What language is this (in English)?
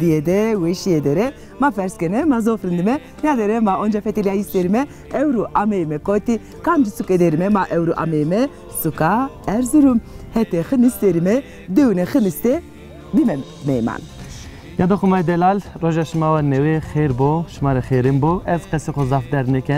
Zaza